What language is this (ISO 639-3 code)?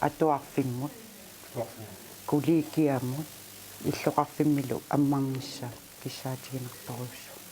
kal